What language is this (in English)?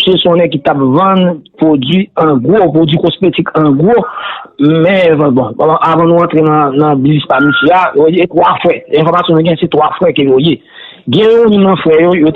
Haitian Creole